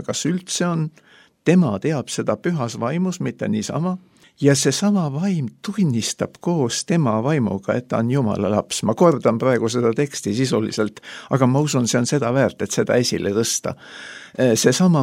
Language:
Estonian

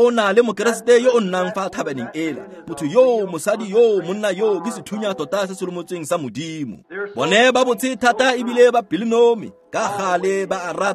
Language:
Tswana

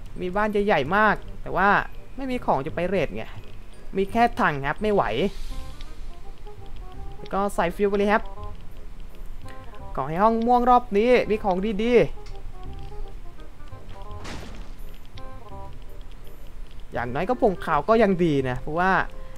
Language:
Thai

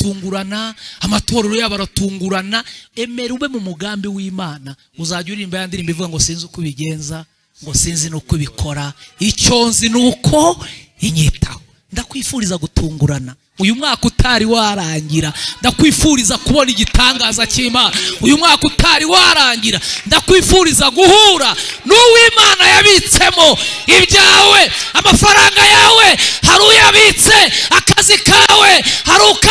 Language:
Kinyarwanda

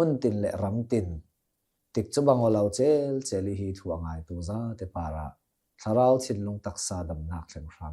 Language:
Hakha Chin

